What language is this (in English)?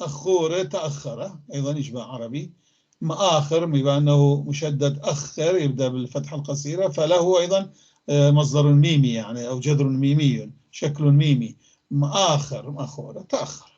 North Levantine Arabic